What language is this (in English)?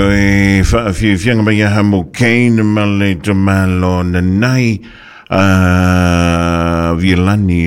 Samoan